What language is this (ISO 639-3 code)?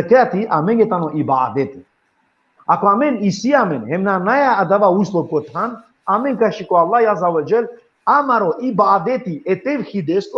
rmn